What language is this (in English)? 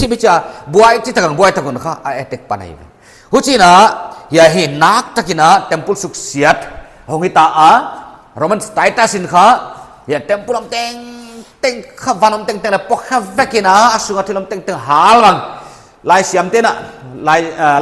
Paite Chin